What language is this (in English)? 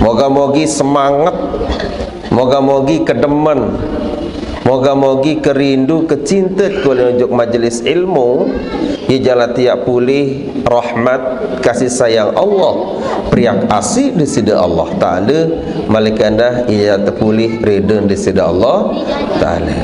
Sasak